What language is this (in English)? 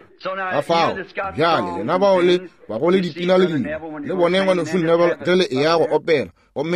Northern Sotho